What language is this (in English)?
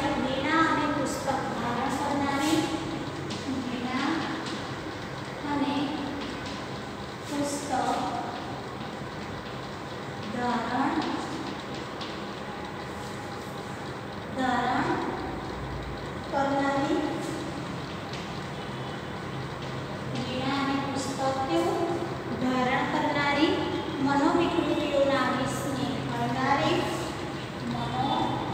Gujarati